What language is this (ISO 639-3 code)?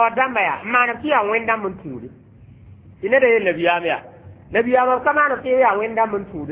mos